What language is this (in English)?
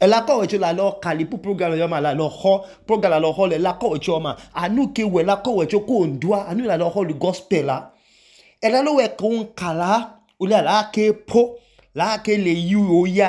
Idoma